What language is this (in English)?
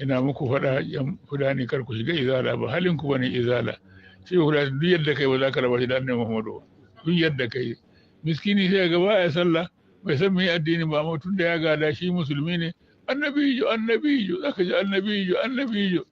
Hausa